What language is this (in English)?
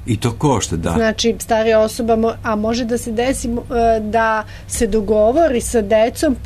Serbian